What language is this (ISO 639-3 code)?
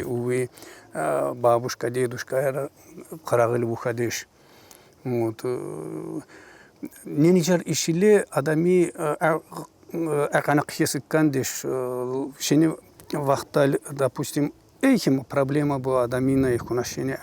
tkr